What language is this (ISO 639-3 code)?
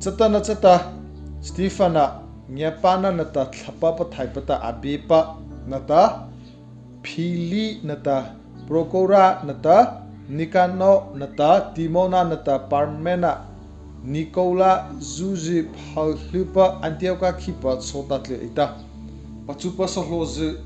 mrh